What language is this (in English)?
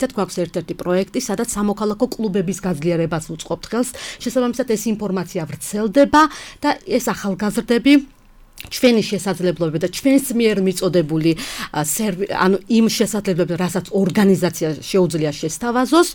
Georgian